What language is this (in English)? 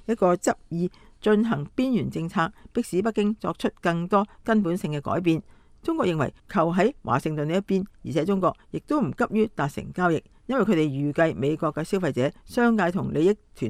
Cantonese